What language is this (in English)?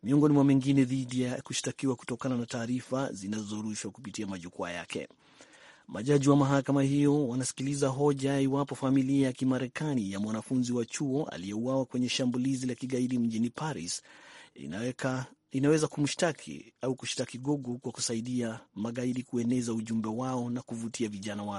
Swahili